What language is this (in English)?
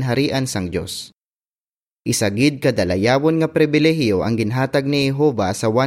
Hiligaynon